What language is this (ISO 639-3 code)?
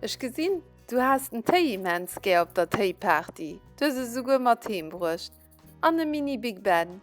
ltz